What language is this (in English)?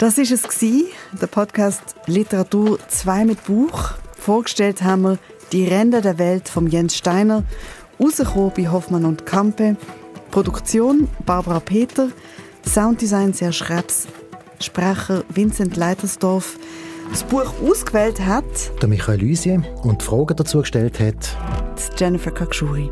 Swiss German